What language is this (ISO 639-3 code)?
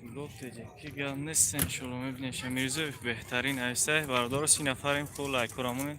tgk